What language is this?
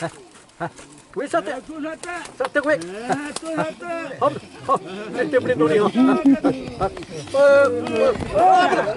Xavánte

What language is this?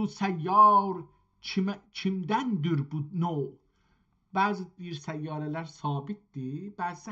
South Azerbaijani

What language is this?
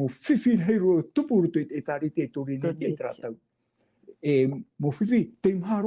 Tahitian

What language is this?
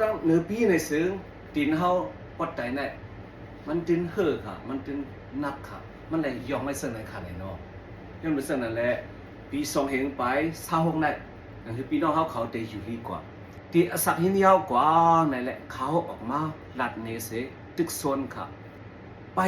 Shan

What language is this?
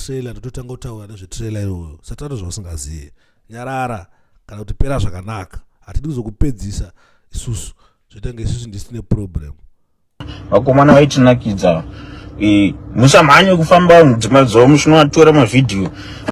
Shona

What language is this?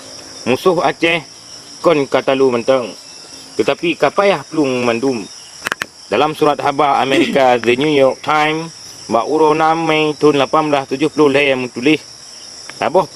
Achinese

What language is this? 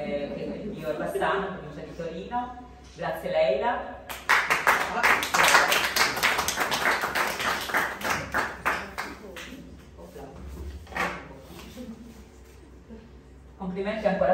Italian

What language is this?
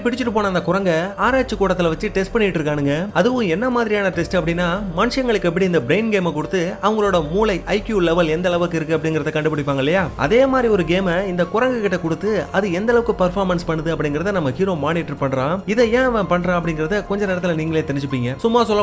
Tamil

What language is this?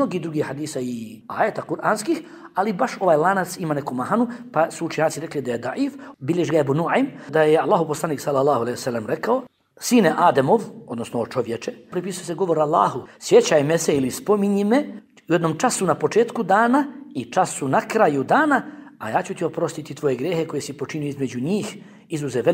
Bosnian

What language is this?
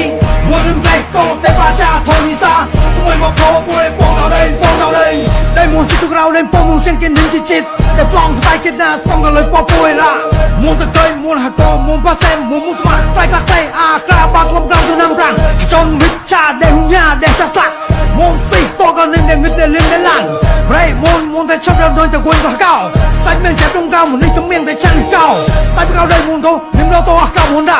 Mon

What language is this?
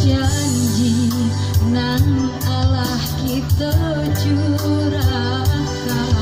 Minangkabau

